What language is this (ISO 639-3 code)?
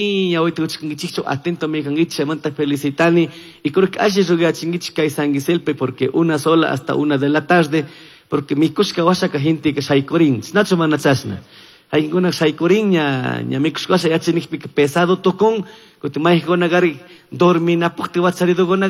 qug